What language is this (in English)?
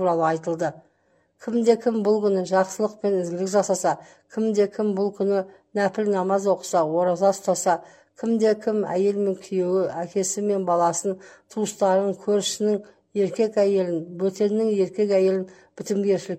Kazakh